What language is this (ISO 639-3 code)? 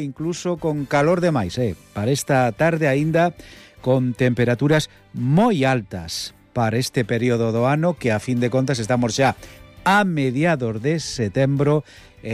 glg